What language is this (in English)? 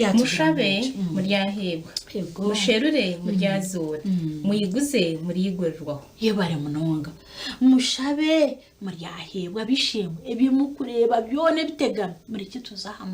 Nyankole